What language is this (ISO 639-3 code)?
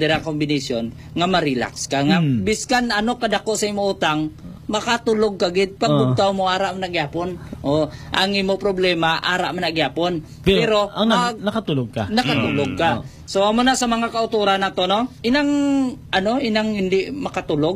hil